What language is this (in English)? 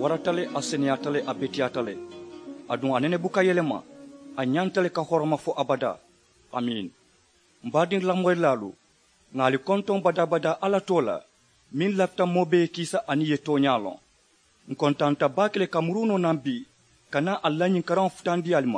Mandingo